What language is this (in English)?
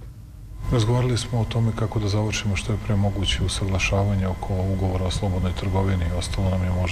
Serbian